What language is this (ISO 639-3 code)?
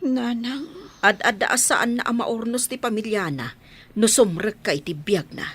ilo